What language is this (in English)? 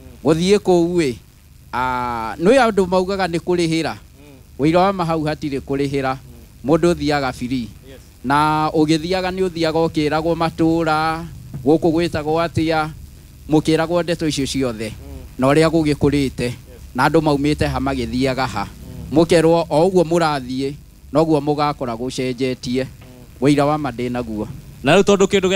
Kikuyu